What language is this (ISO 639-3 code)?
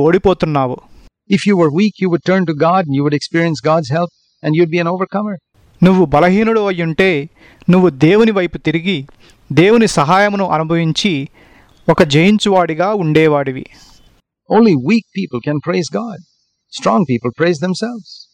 tel